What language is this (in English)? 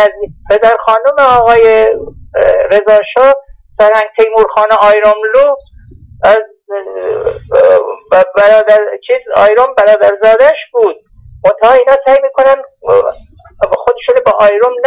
Persian